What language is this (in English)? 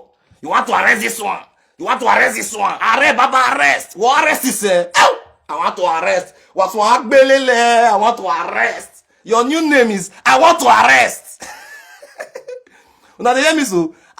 Nigerian Pidgin